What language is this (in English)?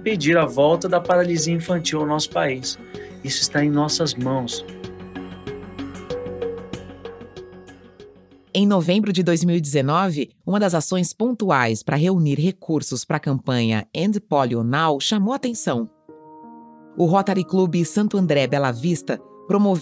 Portuguese